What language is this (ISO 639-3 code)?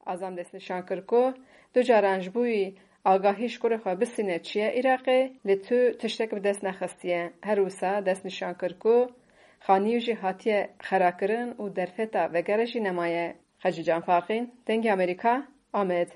kur